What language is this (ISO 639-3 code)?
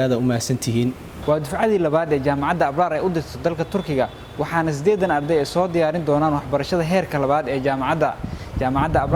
som